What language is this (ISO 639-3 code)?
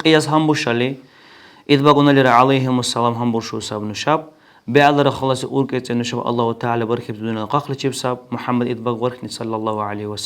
dar